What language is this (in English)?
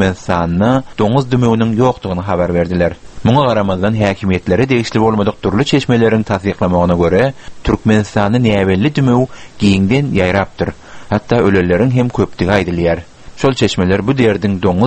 Turkmen